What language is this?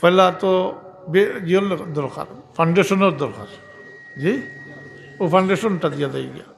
Sylheti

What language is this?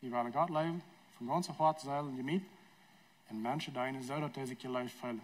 Plautdietsch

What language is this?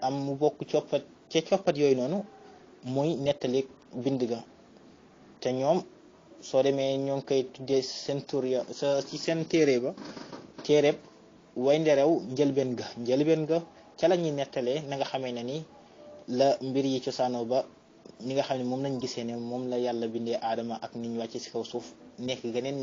Wolof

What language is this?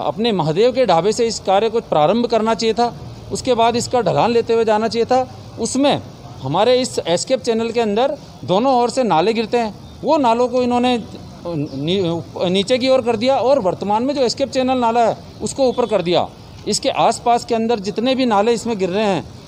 Hindi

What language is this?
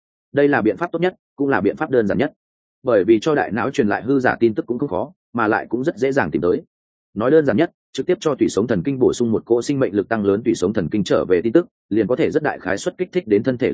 Vietnamese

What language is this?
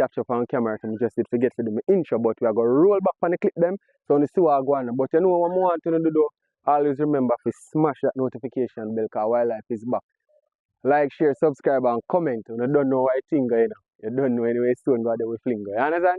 Jamaican Creole English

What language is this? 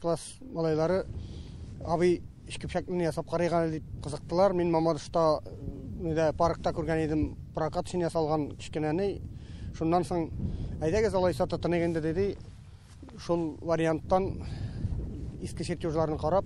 Tatar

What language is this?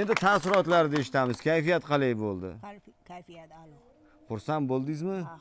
Uzbek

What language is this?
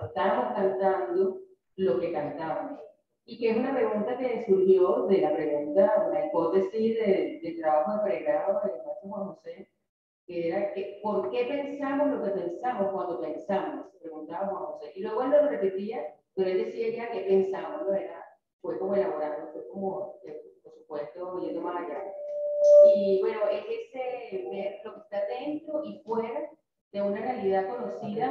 Spanish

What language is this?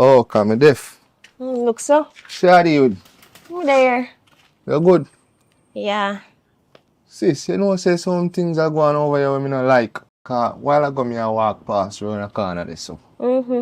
Jamaican Creole English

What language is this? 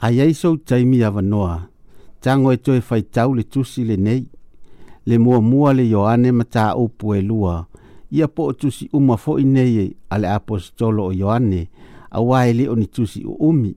Samoan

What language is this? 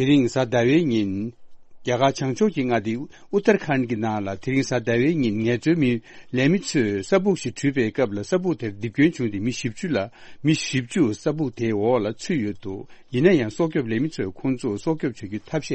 Tibetan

